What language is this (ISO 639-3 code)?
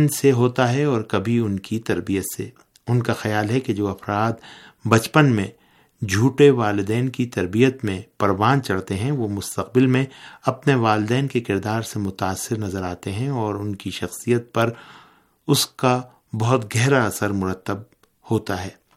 urd